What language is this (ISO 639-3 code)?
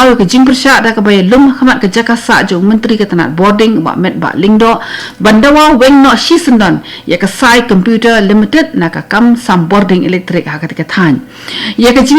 kha